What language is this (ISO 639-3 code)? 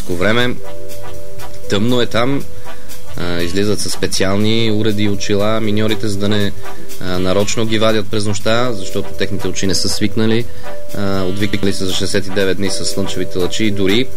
bul